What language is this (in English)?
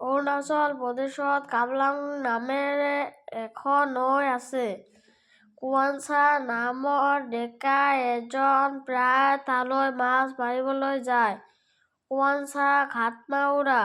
Assamese